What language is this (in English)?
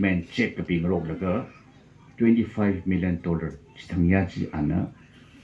Tangkhul Naga (India)